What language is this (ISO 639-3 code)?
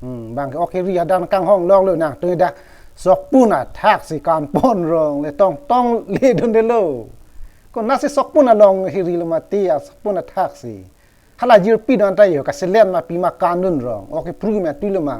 mjw